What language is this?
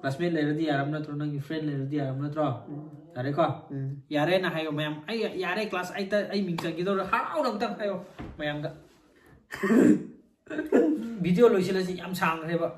Manipuri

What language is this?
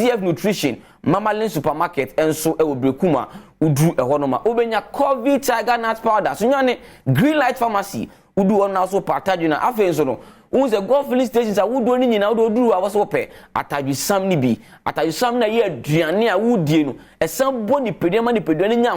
Akan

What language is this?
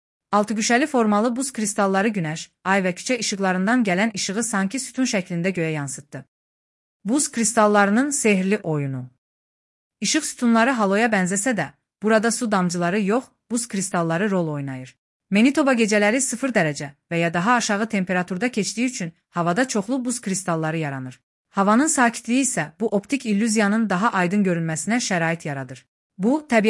Azerbaijani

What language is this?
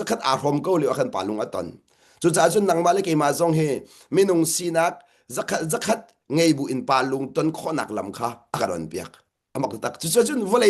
Hakha Chin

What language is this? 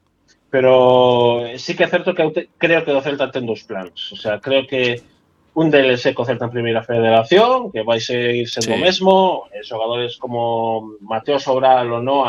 Galician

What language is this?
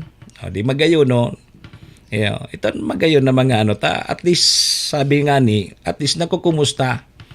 Bikol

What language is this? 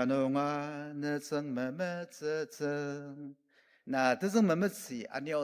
Ao Naga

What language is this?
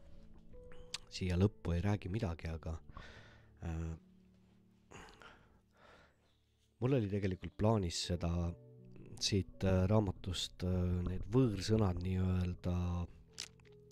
Estonian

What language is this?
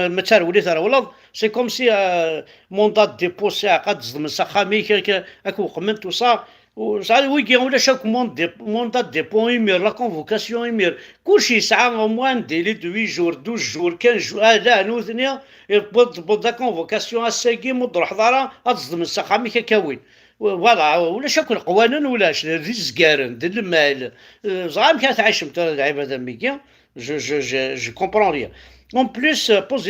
Kabyle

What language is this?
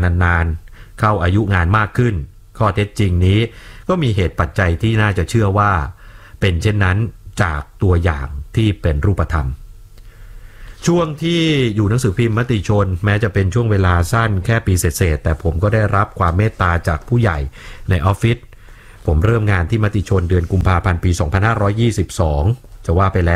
Thai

